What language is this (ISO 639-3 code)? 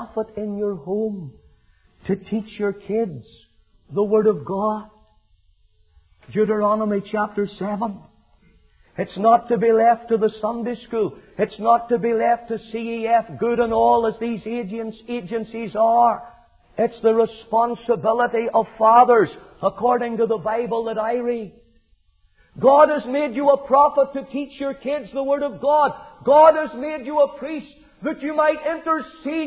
eng